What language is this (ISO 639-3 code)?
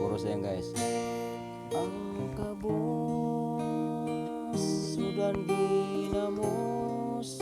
ceb